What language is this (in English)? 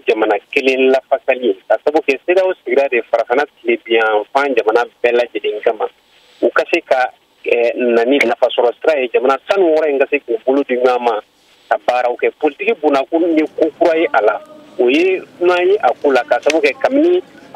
Bambara